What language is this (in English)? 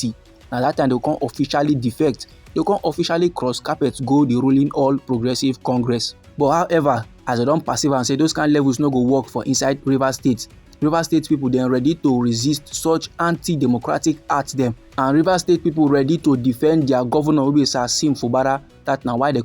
Nigerian Pidgin